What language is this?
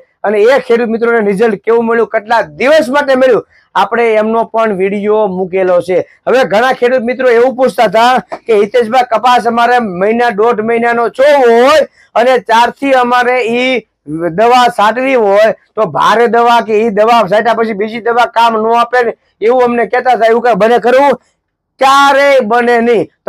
Gujarati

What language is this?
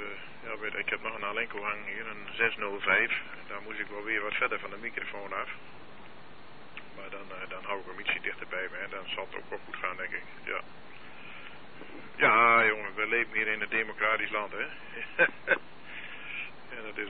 Dutch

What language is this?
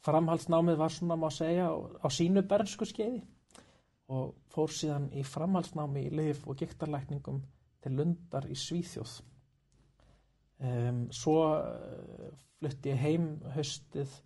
Icelandic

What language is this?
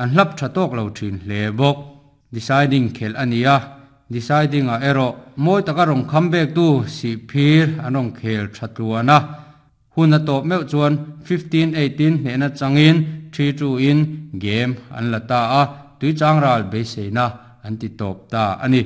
Mizo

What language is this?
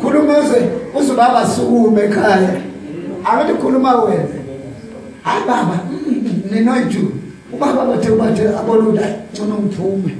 Zulu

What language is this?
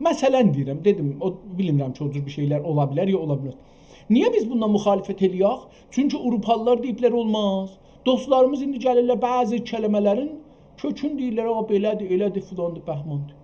South Azerbaijani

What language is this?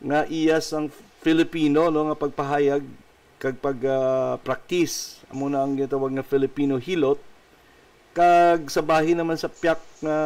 Hiligaynon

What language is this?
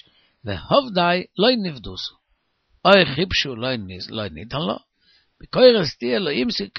Yiddish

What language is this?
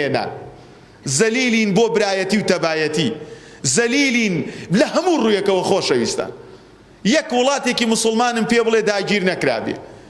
Central Kurdish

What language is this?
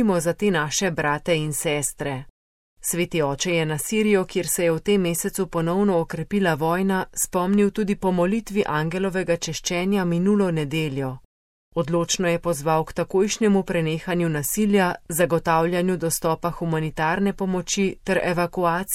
Slovenian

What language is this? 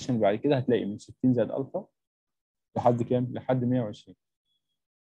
Egyptian Arabic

